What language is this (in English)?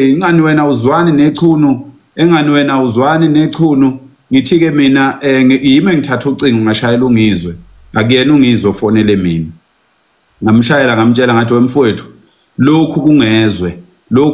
Zulu